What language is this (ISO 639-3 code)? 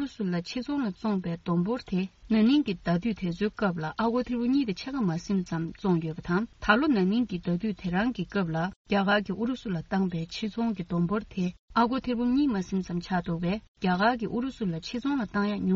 bod